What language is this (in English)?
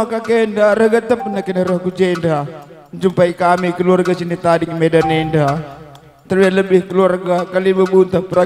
Batak Karo